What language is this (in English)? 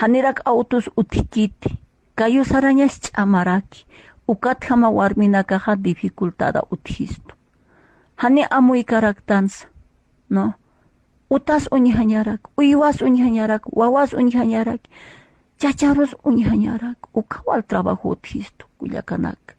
Aymara